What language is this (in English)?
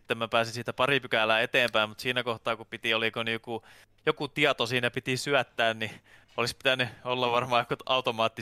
Finnish